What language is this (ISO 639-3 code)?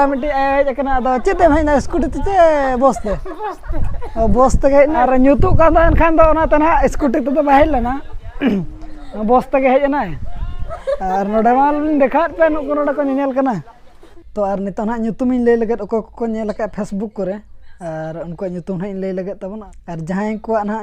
sat